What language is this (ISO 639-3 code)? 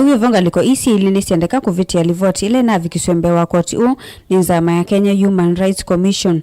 kam